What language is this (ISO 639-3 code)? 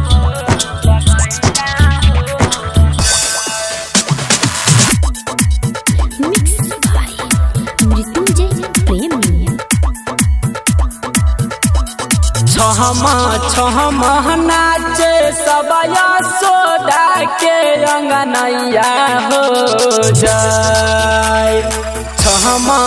bho